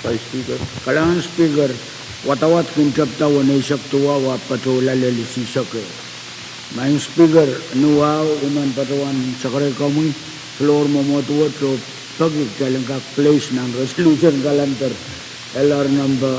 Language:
Pohnpeian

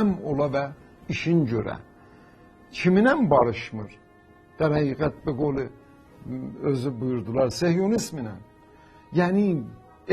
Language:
South Azerbaijani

